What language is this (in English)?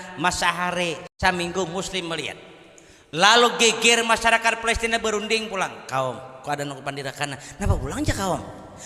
Banjar